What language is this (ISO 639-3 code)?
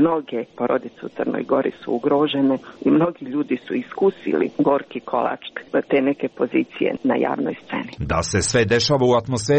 srp